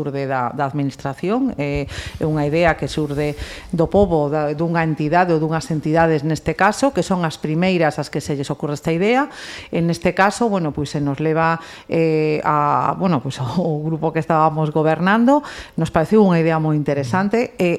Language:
Galician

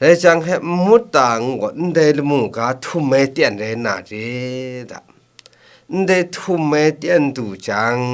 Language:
Kachin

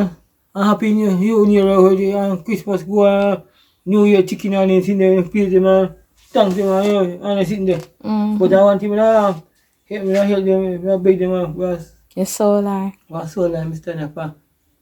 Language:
Jamaican Creole English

